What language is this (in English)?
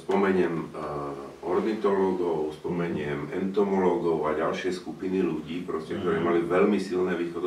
Slovak